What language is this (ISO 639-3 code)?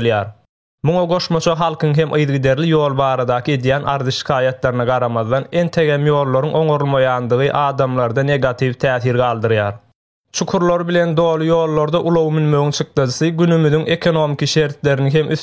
tuk